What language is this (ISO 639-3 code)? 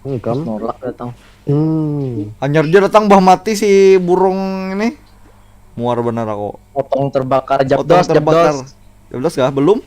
bjn